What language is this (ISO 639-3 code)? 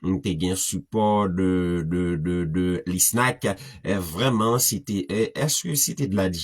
hat